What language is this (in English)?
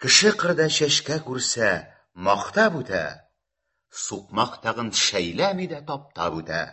Tatar